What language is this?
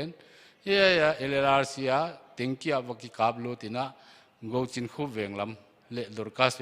Paite Chin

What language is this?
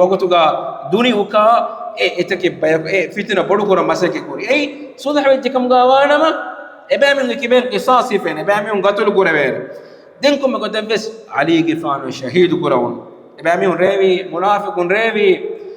Divehi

